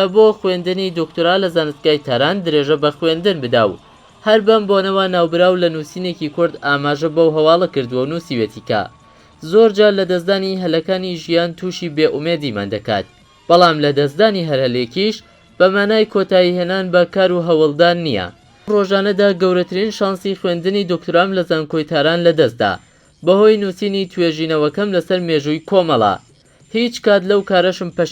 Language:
Central Kurdish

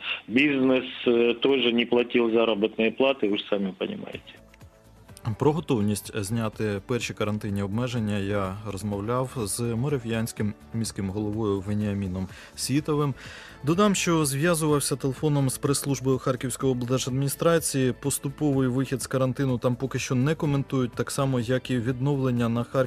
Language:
Ukrainian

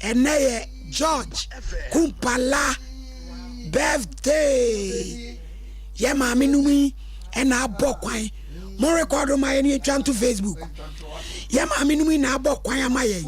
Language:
Akan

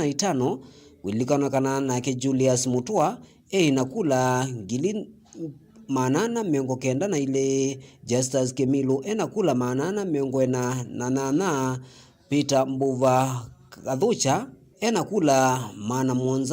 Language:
Kamba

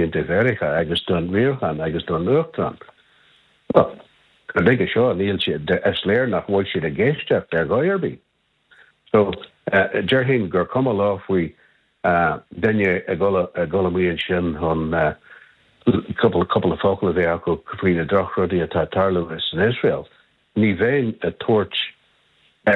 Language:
Irish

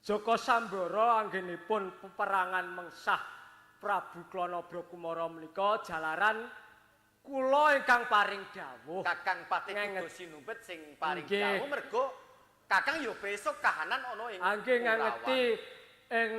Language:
Javanese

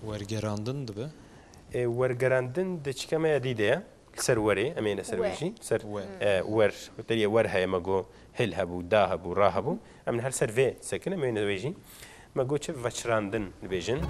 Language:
Kurdish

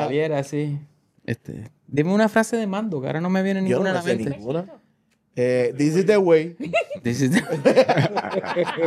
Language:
Spanish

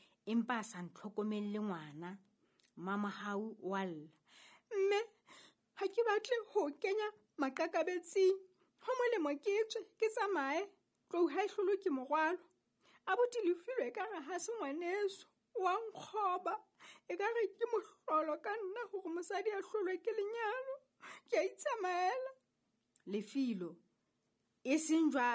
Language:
Southern Sotho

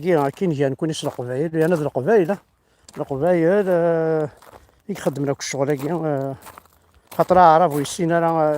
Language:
Kabyle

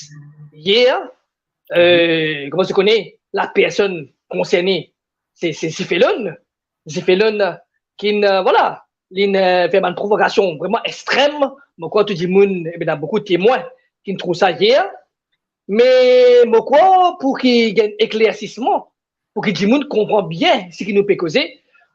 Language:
Morisyen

